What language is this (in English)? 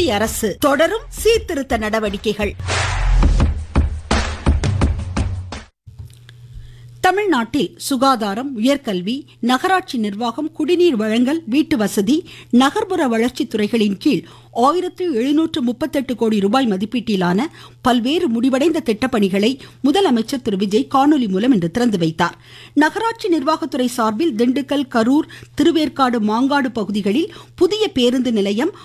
Tamil